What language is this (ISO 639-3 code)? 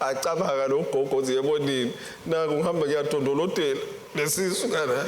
ssw